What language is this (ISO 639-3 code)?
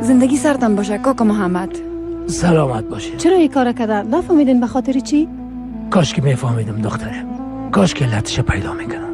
fas